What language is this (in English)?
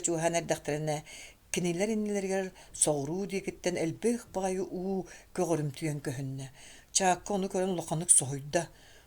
Yakut